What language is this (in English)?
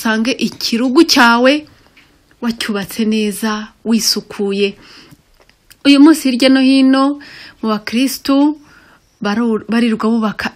Kinyarwanda